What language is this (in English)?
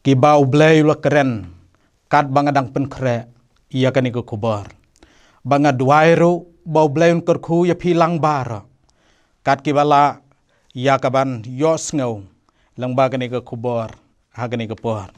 Khasi